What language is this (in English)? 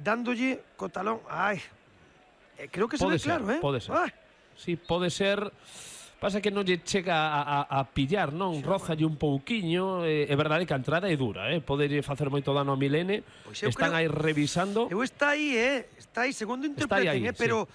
Galician